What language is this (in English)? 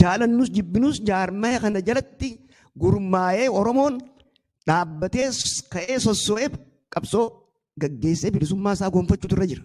Oromo